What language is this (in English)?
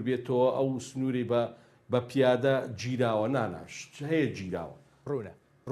Central Kurdish